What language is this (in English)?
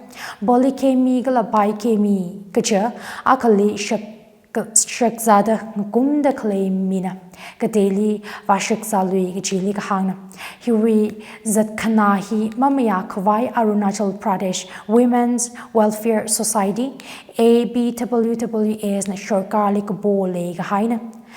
Tangkhul Naga (India)